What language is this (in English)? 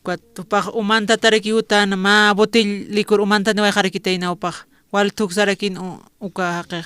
Aymara